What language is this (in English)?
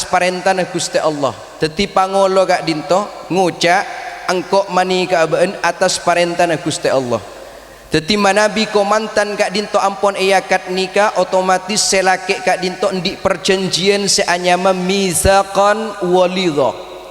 Madurese